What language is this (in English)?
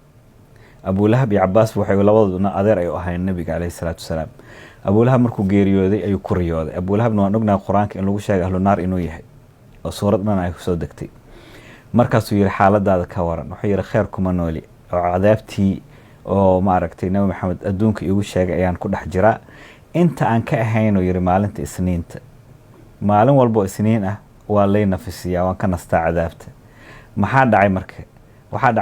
Somali